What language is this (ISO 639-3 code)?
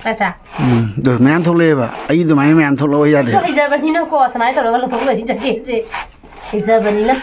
mni